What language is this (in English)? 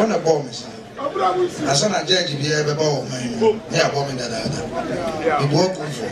Akan